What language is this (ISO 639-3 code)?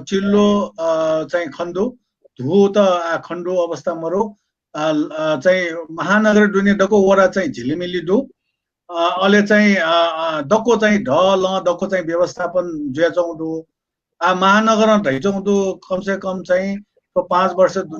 new